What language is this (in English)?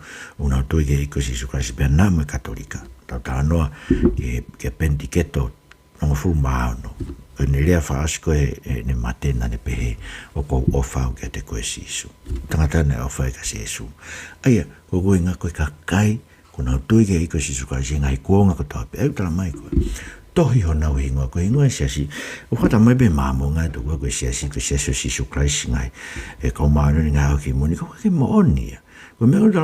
Tongan